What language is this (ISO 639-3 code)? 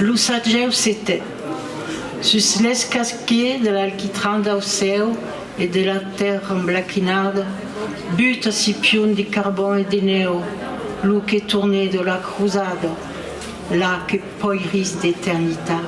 oci